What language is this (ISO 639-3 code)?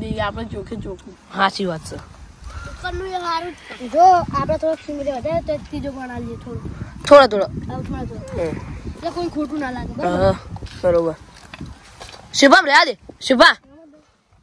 guj